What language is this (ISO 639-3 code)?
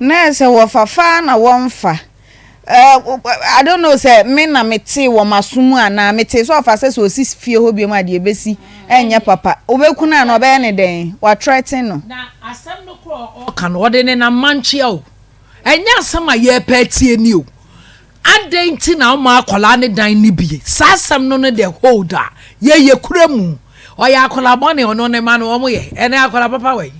aka